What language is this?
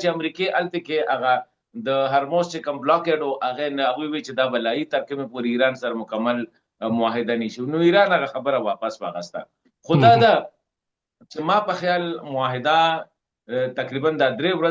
Pashto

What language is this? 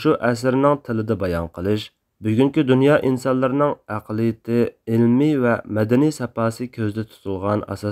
Uyghur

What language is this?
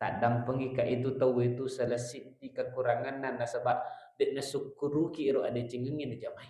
Buginese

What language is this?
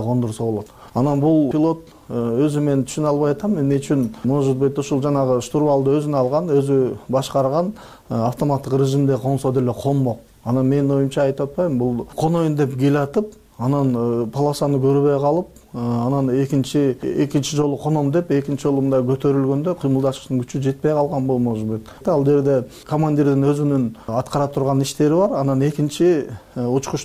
Kyrgyz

